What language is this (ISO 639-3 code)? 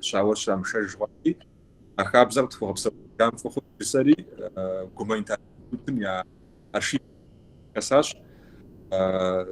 kbd